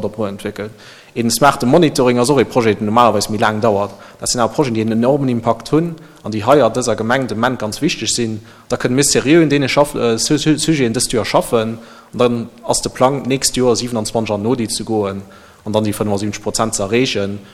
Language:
Luxembourgish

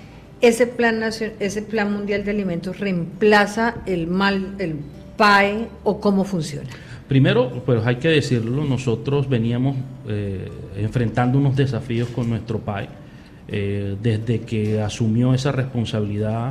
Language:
Spanish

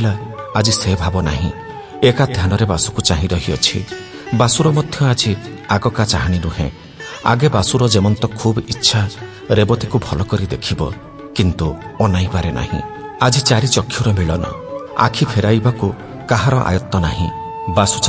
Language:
Odia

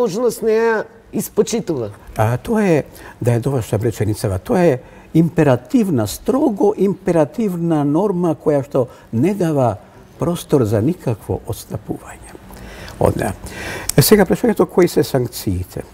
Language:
Macedonian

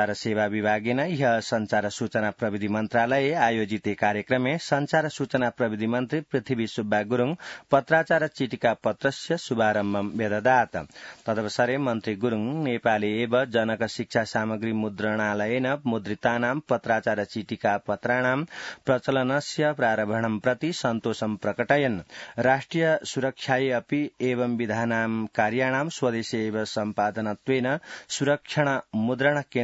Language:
Sanskrit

